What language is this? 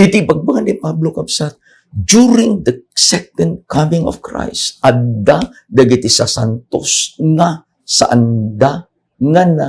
Iloko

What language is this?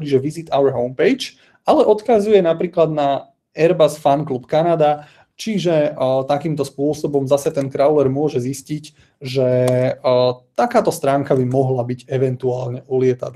Slovak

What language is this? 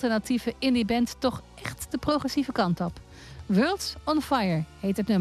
Dutch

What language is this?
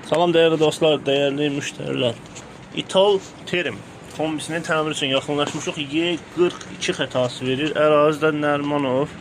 Azerbaijani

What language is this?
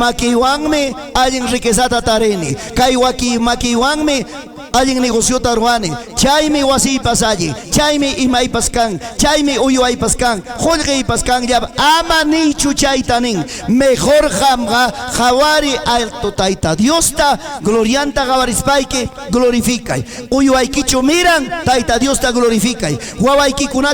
Ayacucho Quechua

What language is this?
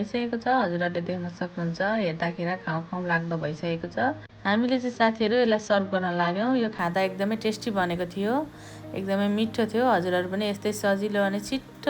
Nepali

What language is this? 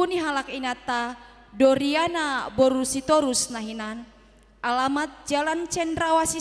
Batak Toba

